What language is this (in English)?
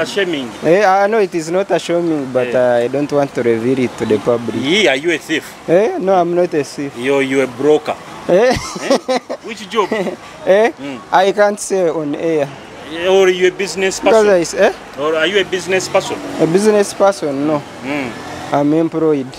Nyoro